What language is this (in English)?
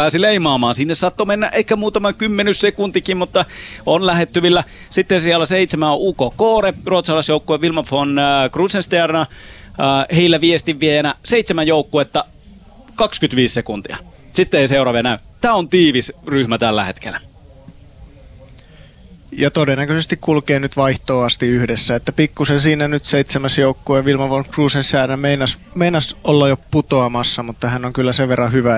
Finnish